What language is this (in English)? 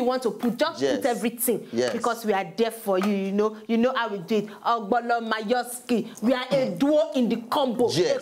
Nigerian Pidgin